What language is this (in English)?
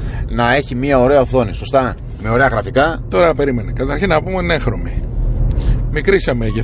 Greek